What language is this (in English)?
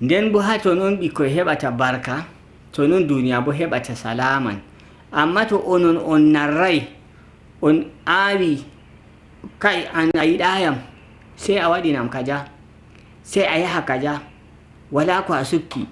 Nigerian Fulfulde